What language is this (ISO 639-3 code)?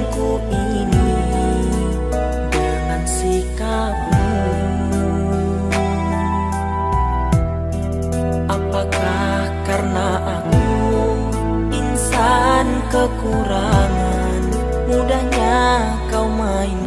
ind